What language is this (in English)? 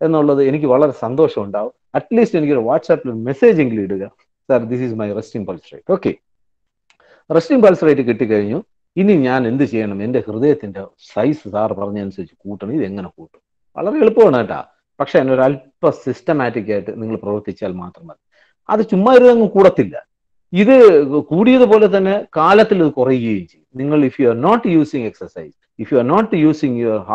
Malayalam